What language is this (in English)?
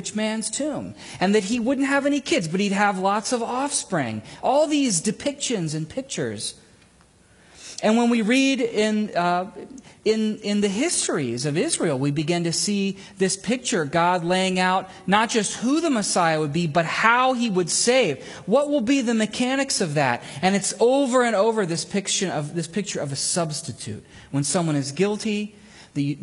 English